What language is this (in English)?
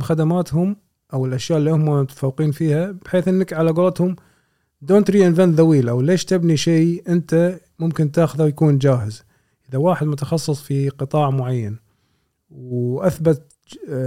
Gulf Arabic